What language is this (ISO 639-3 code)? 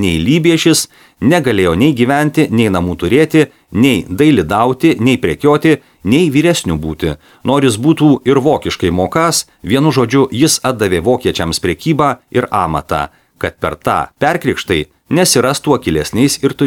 lit